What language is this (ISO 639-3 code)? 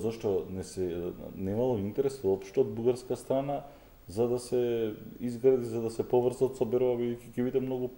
mkd